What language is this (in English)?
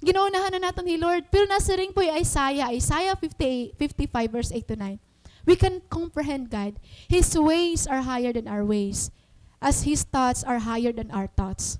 Waray